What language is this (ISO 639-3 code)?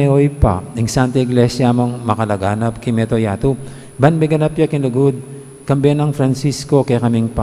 pam